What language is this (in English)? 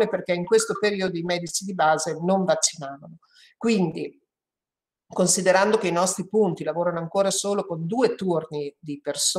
Italian